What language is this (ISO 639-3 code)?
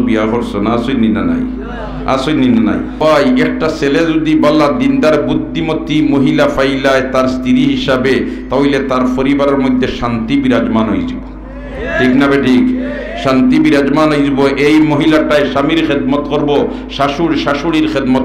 syl